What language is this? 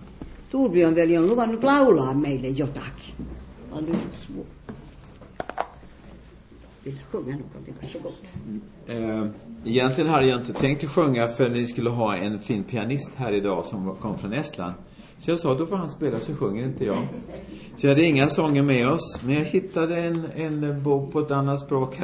Swedish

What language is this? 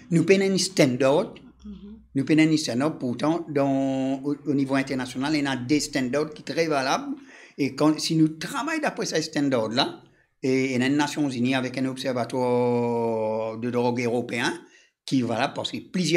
Morisyen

